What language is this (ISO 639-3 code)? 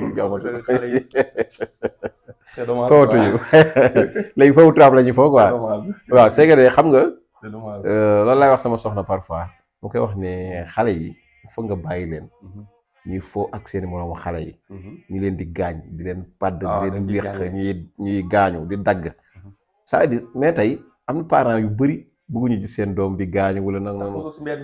wol